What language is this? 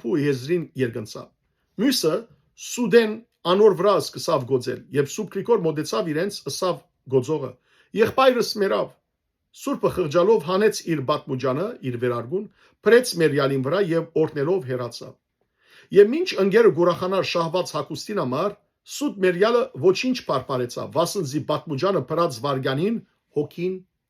Western Armenian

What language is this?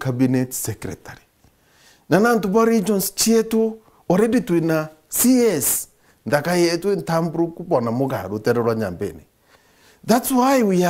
Meru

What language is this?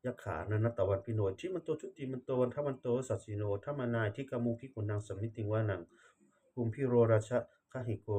Pali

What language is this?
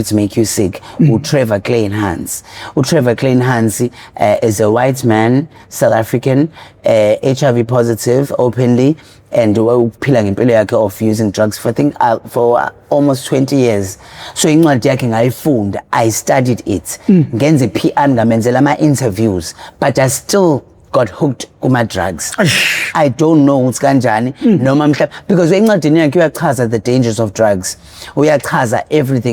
Zulu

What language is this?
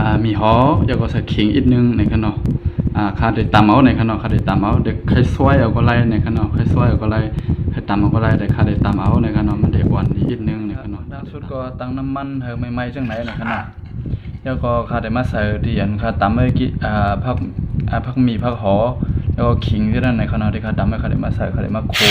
Shan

